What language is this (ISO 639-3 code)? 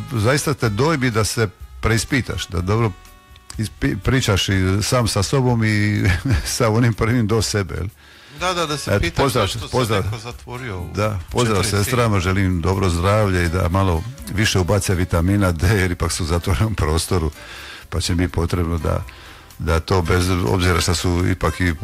hrv